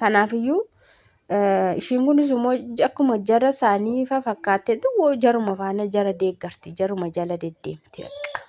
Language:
Oromo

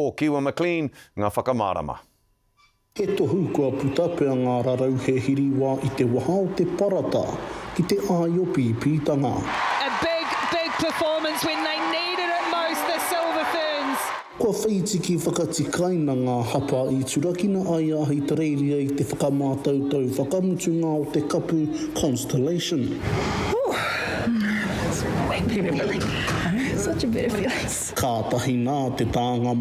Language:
Māori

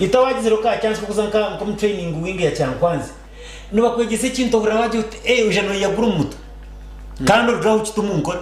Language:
Nyankole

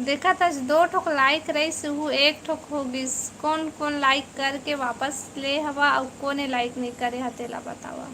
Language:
Chhattisgarhi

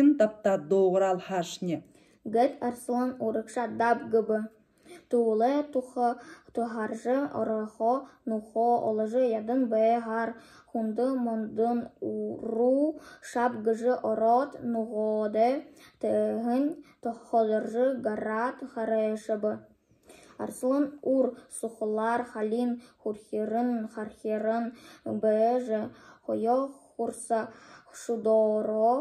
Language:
Buriat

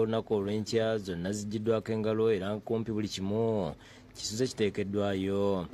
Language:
Ganda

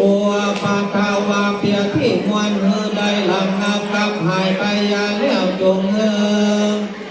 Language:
Pali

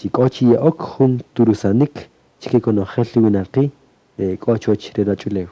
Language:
Kaqchikel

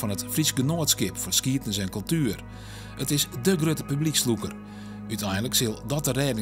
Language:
Western Frisian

